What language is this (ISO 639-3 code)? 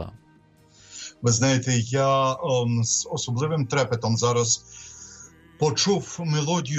ukr